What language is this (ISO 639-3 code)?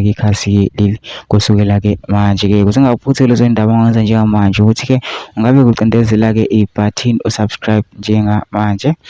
zul